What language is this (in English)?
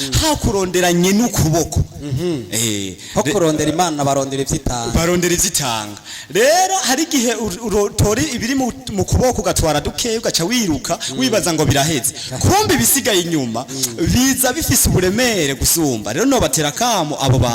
Rundi